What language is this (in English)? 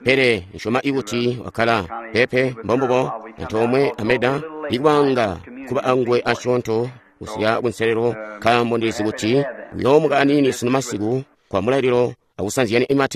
Tonga (Zambia)